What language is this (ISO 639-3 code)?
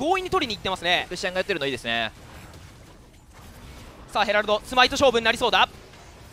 jpn